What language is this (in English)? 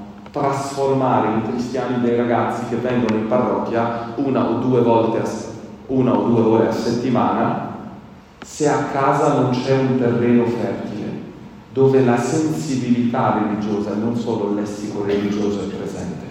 Italian